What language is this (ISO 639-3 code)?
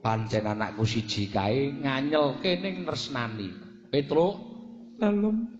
jav